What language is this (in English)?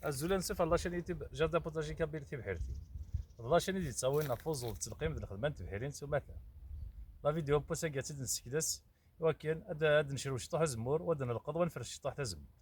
Kabyle